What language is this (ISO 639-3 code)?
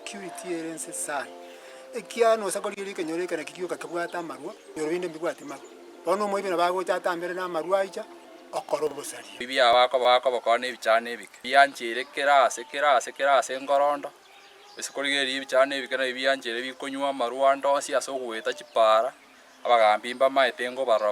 guz